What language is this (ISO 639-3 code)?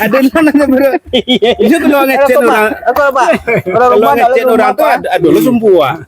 min